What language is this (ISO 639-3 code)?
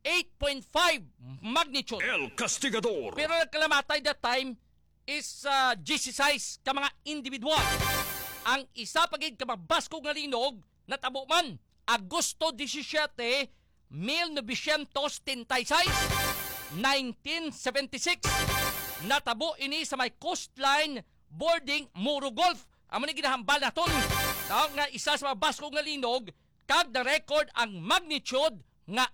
hil